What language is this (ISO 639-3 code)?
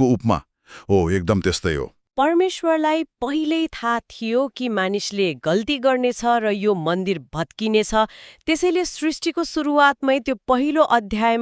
nep